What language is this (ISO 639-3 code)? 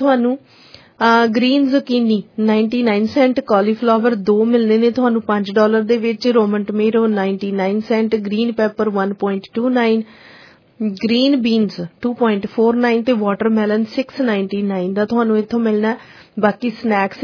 pan